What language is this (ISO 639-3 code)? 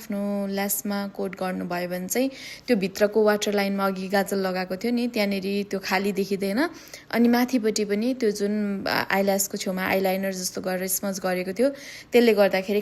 nep